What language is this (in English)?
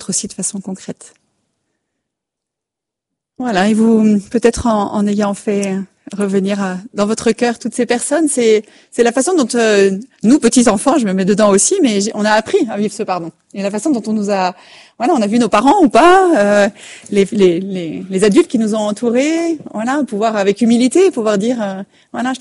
French